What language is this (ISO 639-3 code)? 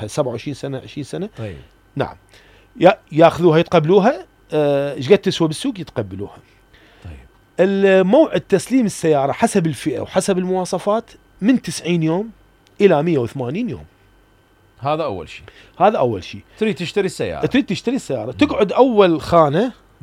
acm